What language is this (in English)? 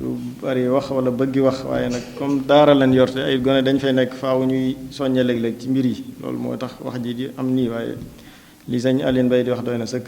Wolof